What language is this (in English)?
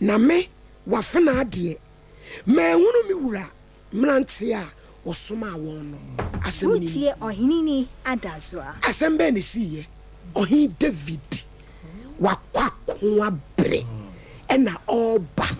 Akan